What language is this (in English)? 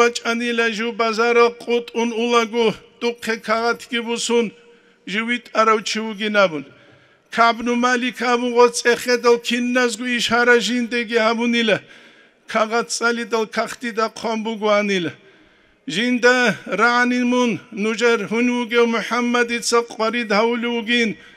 Avaric